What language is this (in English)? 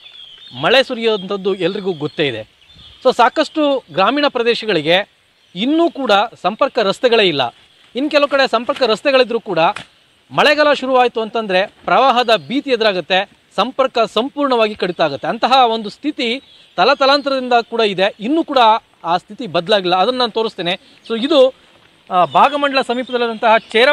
Kannada